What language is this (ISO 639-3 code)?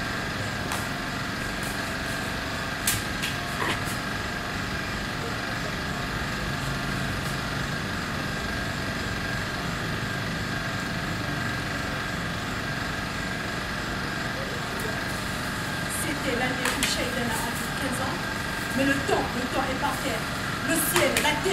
fra